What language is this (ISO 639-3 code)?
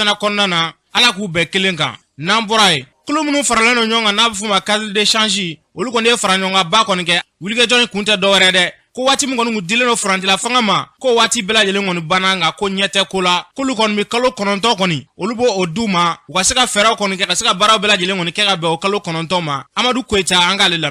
bam